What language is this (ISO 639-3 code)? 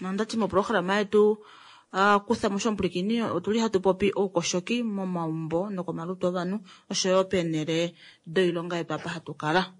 kua